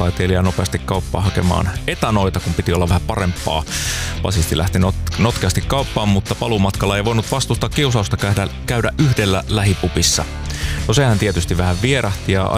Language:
Finnish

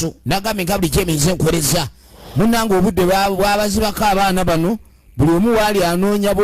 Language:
Ganda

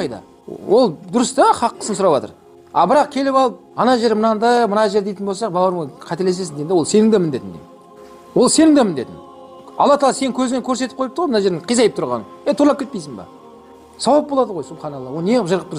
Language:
Kazakh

